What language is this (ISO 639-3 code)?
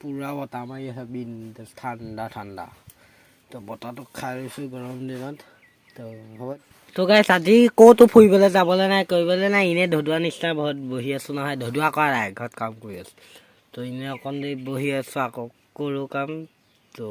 asm